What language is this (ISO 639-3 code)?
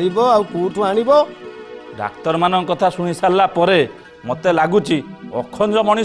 ori